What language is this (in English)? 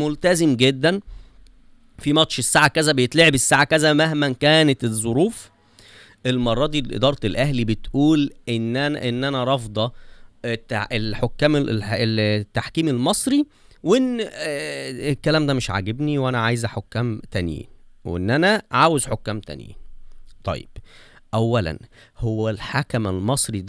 Egyptian Arabic